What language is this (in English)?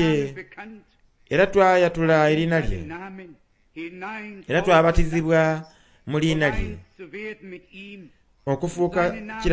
Soga